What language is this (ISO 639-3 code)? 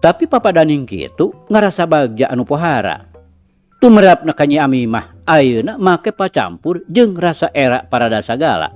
sun